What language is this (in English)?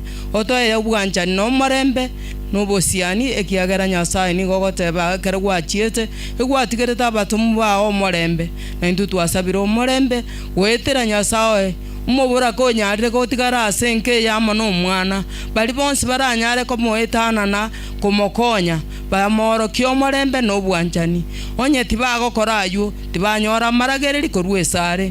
Gusii